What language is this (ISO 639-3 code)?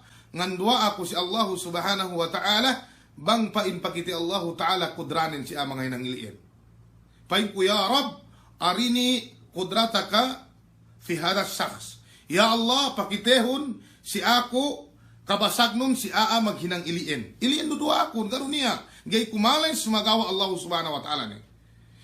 yka